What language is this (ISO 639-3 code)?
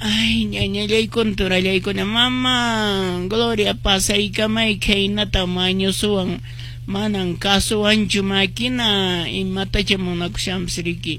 que